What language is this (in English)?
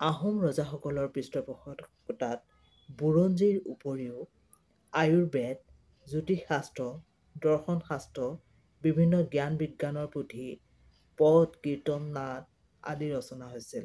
Assamese